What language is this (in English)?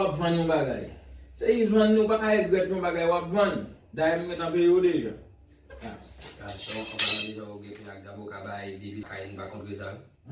Haitian Creole